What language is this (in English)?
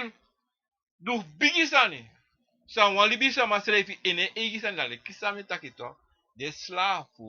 Sranan Tongo